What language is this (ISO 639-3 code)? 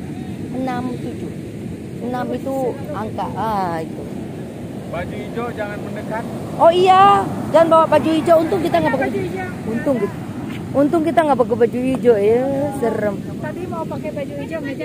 ind